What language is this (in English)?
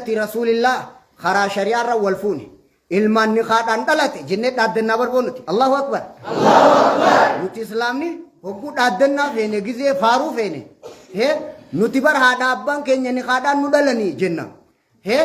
Oromo